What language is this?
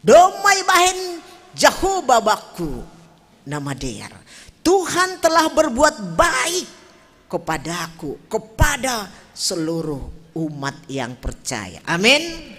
Batak Simalungun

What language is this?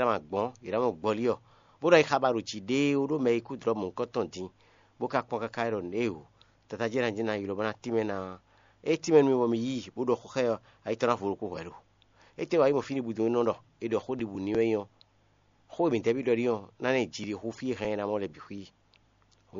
Fon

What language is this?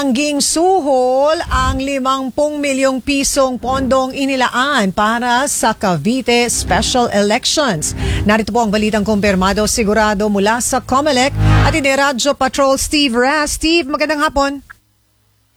Filipino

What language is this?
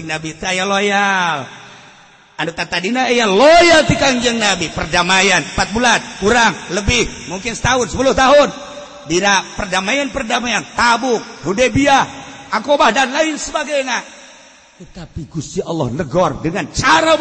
Sundanese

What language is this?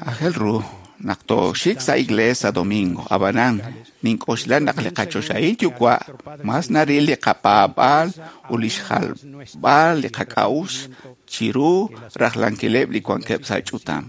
Kekchí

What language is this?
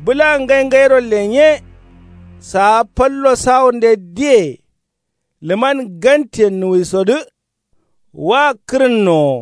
Kanuri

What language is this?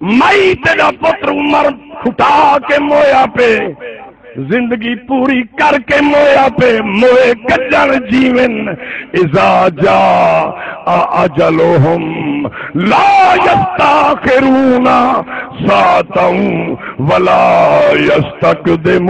Saraiki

